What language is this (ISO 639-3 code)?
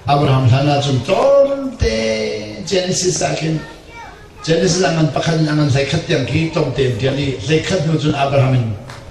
cnh